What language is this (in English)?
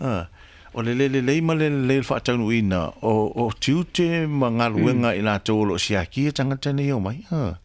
Samoan